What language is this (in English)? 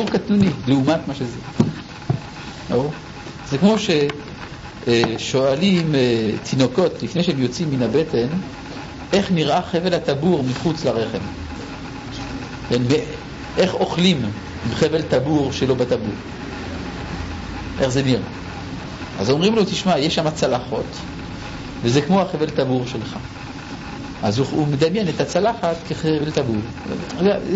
Hebrew